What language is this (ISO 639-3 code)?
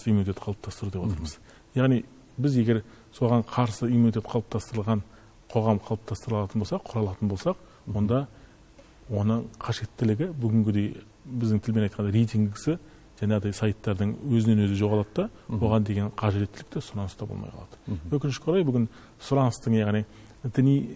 kaz